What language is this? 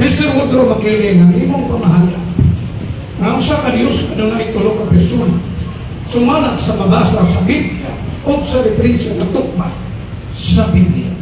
Cebuano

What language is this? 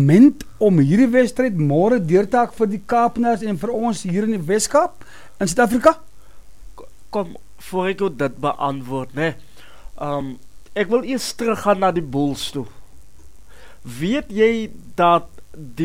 Afrikaans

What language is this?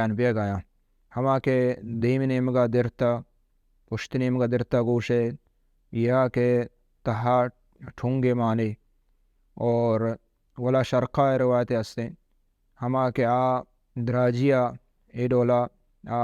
Baluchi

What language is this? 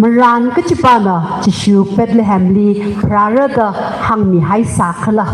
Tangkhul Naga (India)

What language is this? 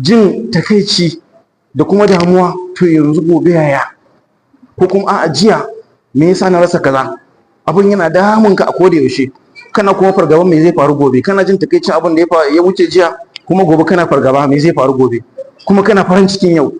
Hausa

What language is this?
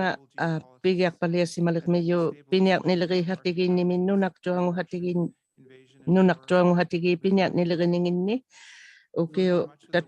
Inuktitut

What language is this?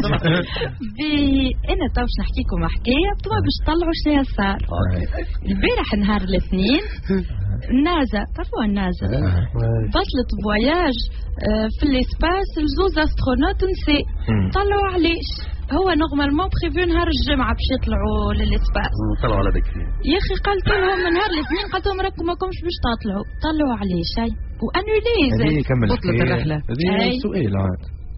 Tunisian Arabic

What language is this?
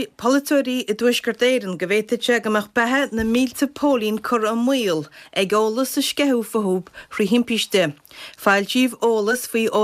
Irish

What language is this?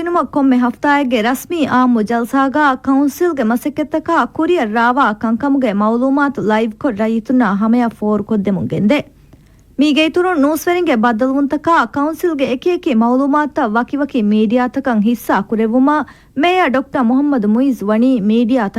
Divehi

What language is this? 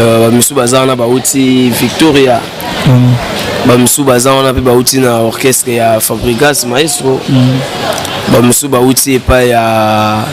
Lingala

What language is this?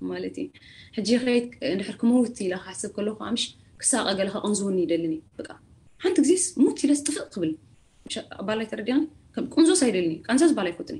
Tigrinya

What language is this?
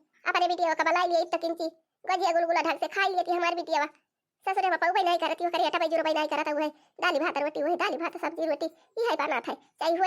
Awadhi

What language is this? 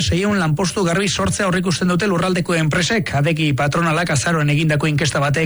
Basque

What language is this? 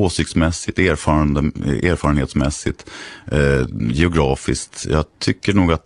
Swedish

